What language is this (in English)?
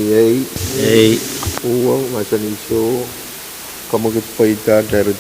Pohnpeian